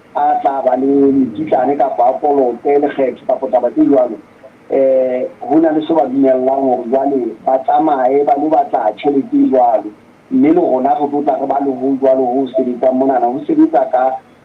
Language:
Southern Sotho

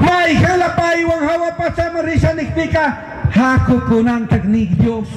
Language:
Chimborazo Highland Quichua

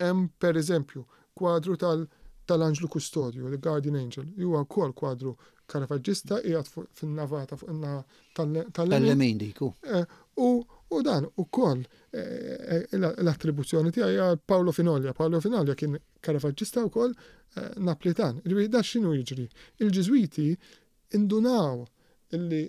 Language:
Maltese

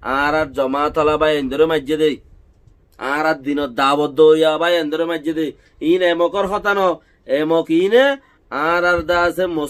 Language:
Rohingya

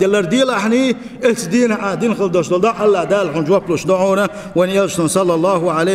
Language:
Chechen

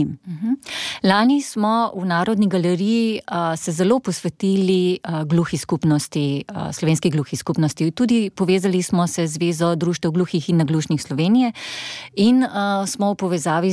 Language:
Slovenian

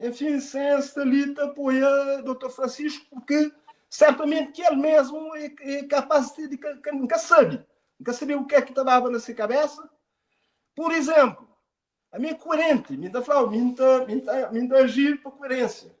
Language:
Kabuverdianu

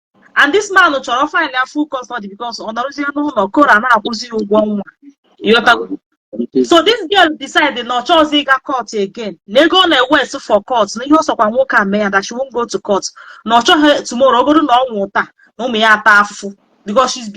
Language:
Igbo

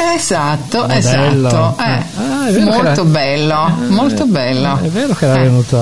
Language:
Italian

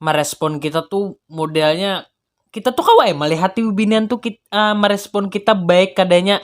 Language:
Banjar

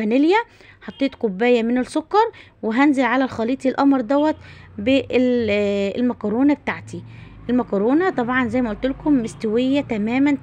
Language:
Egyptian Arabic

